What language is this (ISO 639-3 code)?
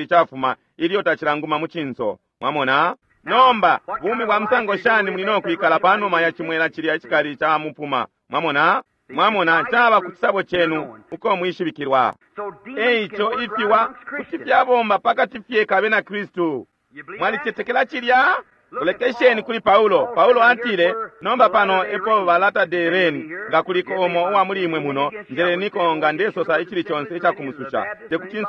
bem